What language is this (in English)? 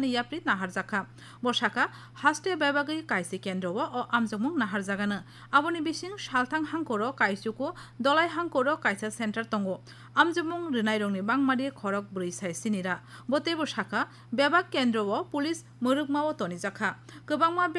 Kok Borok